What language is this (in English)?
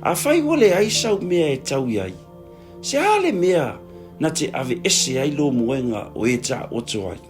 Samoan